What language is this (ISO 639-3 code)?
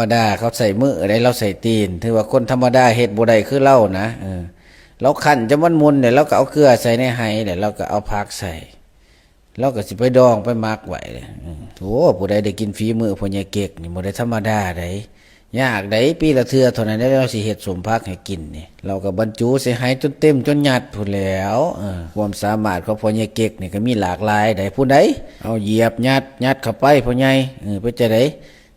lao